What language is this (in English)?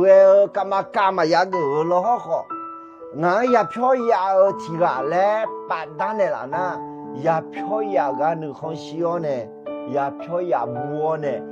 Akha